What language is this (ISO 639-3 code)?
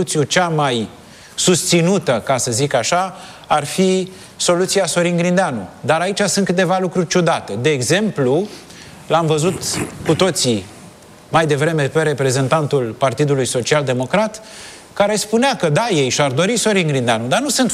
ron